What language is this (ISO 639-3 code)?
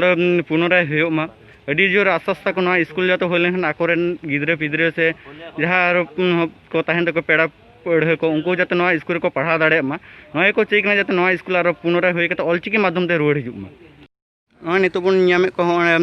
sat